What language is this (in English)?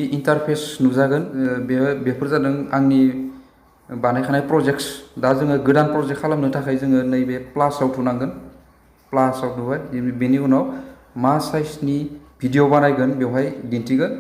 Bodo